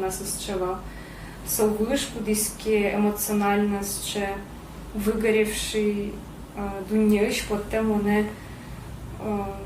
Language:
Udmurt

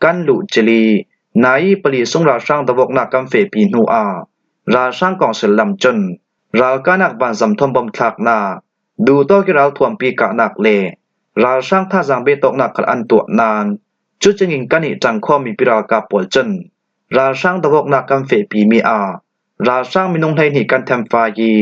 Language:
Falam Chin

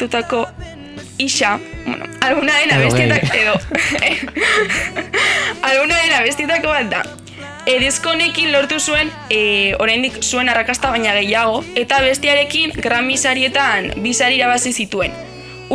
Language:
Basque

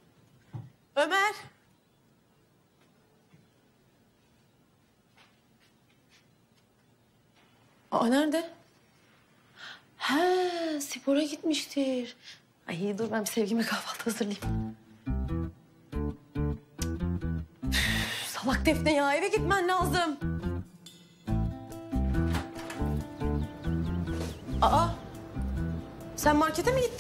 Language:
Turkish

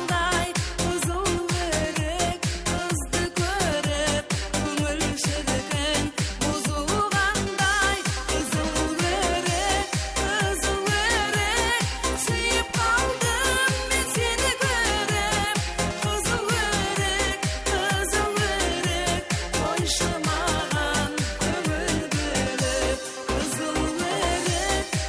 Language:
Kara-Kalpak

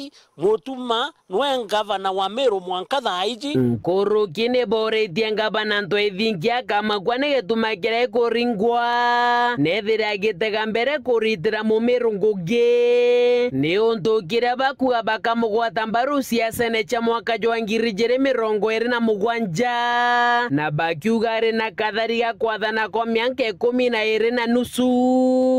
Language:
Meru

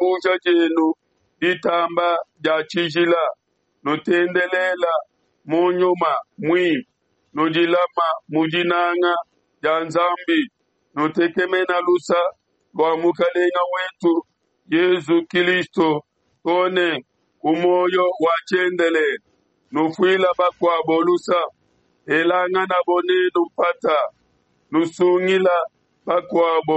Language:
Luba-Lulua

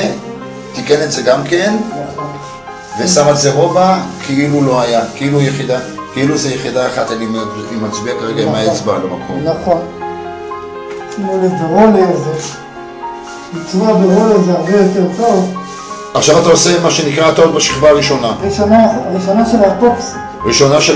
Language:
Hebrew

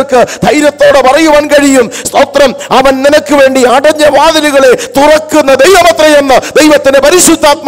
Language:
Malayalam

